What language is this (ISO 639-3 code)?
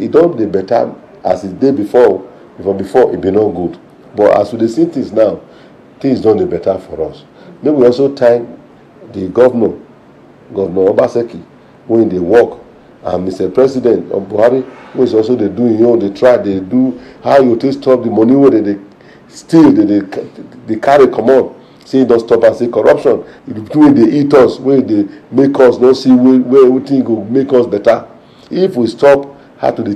pcm